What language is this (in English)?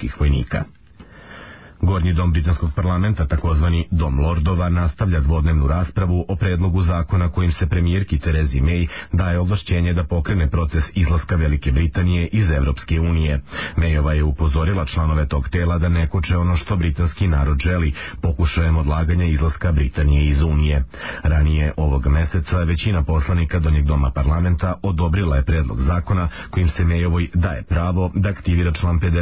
Serbian